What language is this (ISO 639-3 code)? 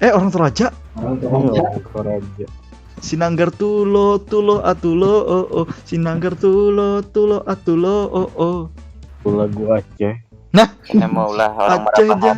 bjn